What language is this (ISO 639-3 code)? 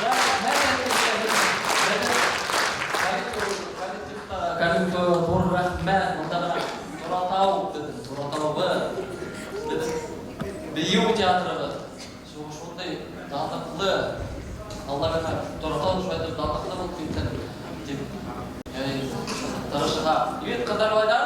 bak